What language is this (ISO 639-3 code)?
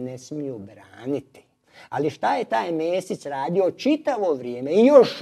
hrv